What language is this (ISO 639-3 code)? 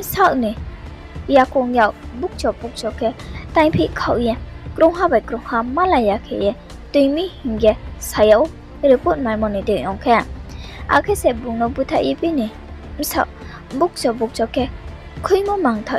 ria